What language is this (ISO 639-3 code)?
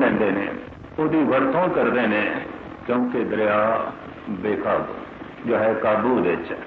pan